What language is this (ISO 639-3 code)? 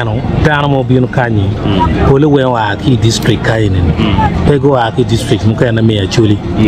ach